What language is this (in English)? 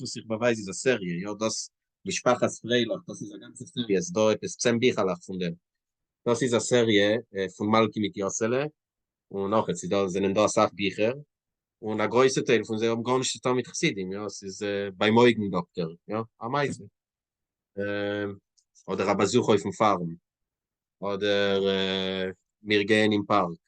Yiddish